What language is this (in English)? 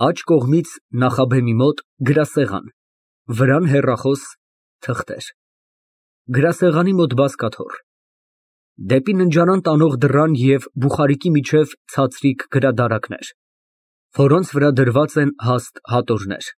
Armenian